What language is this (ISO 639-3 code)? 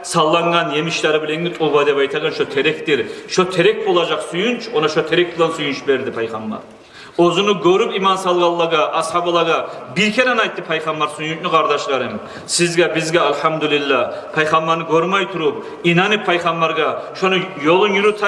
kum